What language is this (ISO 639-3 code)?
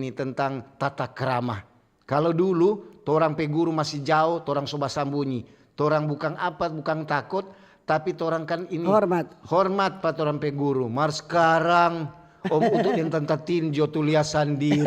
xmm